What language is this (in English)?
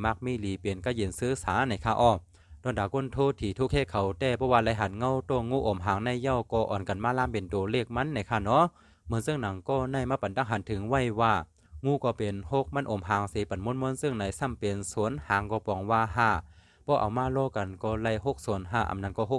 Shan